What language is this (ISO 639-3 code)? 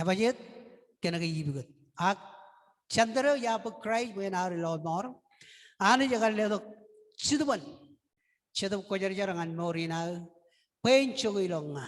mah